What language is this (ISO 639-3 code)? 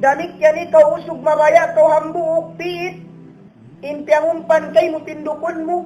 tsg